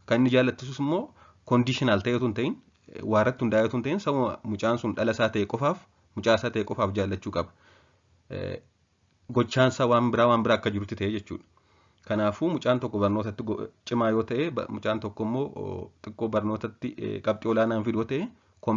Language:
Oromo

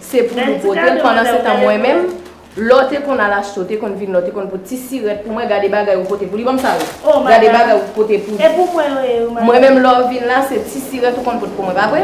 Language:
Haitian Creole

